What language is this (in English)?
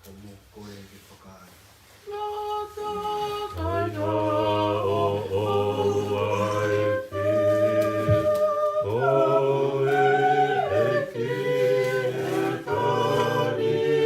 Tongan